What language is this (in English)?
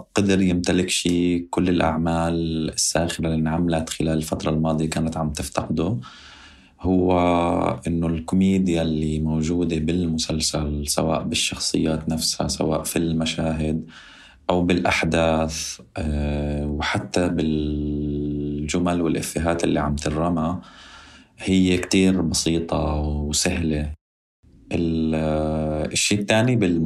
North Levantine Arabic